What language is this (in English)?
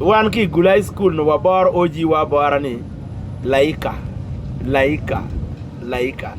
Acoli